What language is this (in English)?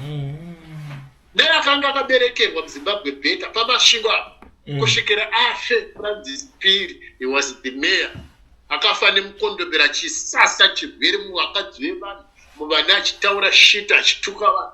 Shona